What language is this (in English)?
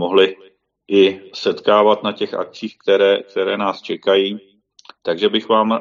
Czech